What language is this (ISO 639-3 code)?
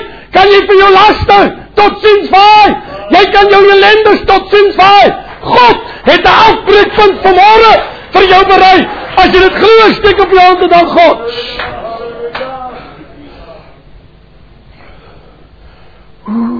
afr